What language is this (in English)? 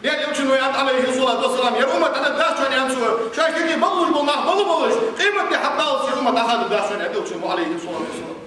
Ingush